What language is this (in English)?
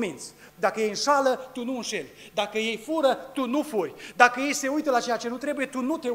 Romanian